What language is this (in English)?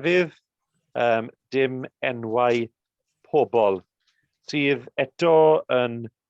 Welsh